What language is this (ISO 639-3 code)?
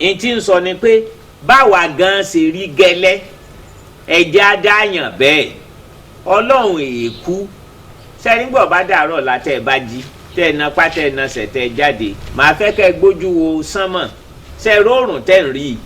yor